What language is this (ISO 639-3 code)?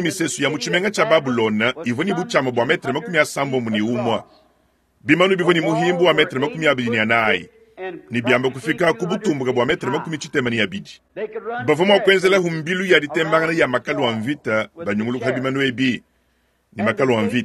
lua